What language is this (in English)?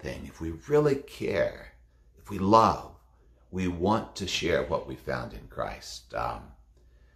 English